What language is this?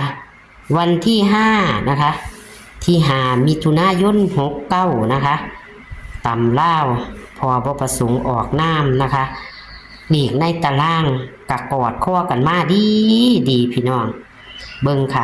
Northeastern Thai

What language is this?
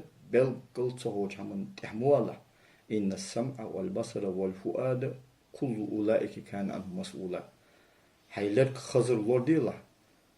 Ingush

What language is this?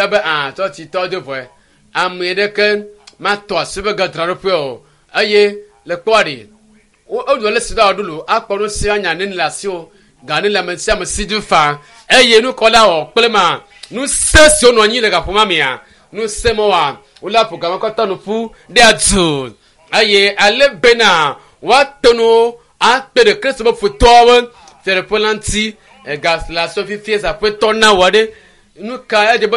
Ewe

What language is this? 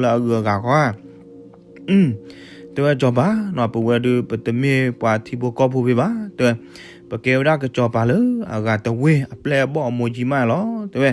S'gaw Karen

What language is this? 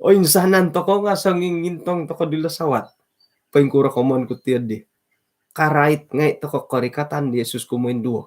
Central Dusun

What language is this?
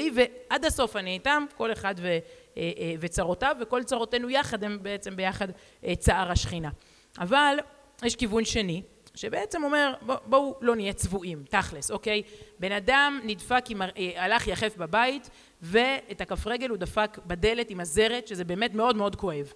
Hebrew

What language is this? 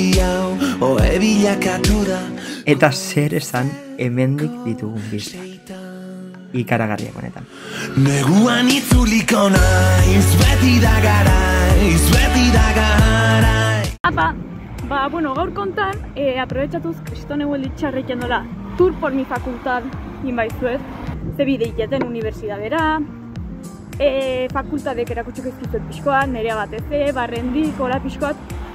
Basque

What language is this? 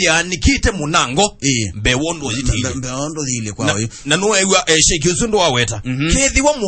Kamba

